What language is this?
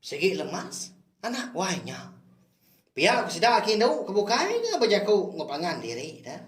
Iban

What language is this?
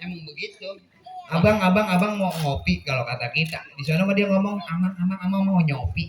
Betawi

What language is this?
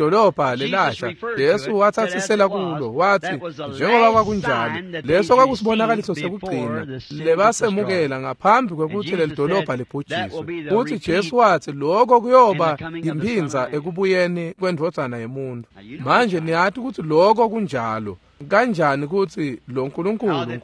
Swati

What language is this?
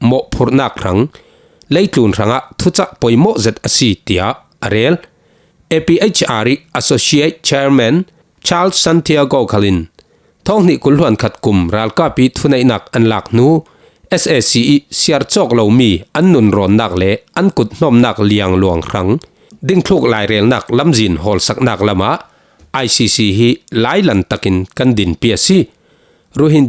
Falam Chin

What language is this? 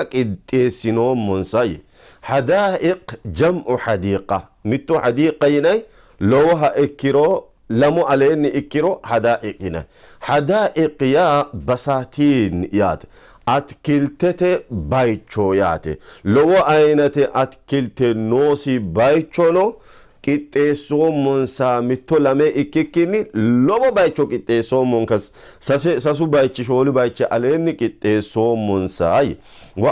Sidamo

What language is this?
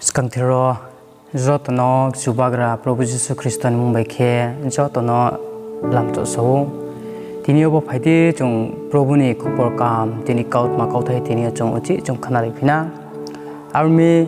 Riang (India)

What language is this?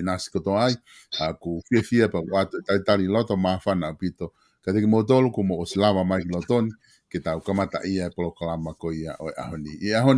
Tongan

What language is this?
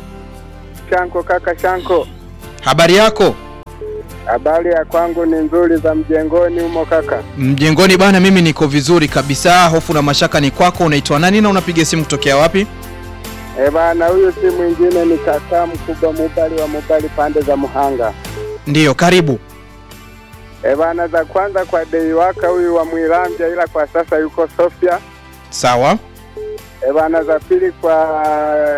Swahili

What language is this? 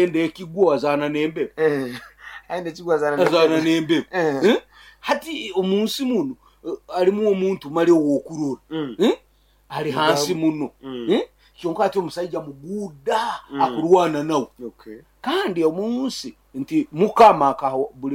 Nyoro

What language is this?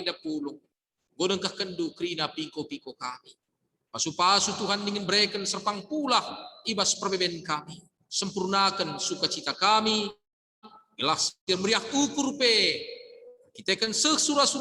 Batak Karo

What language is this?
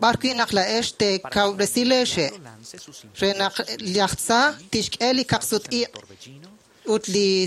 Kekchí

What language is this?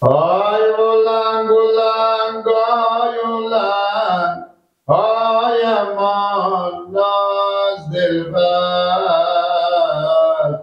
Persian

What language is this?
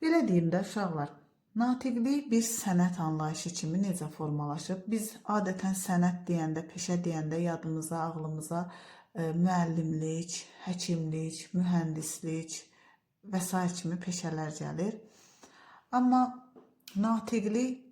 Azerbaijani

